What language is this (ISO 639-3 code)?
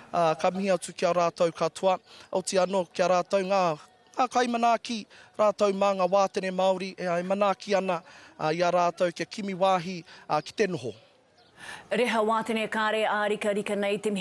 mri